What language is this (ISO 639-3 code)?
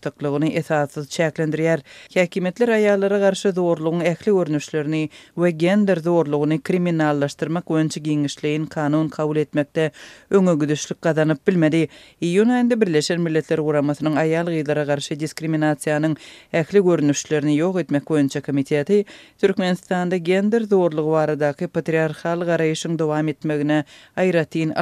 tuk